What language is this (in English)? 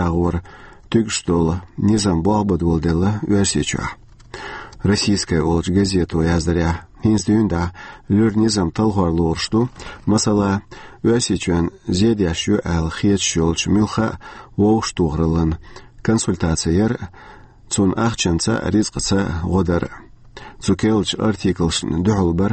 Chechen